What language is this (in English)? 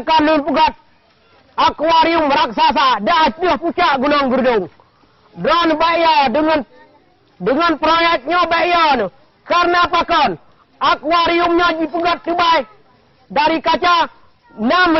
Achinese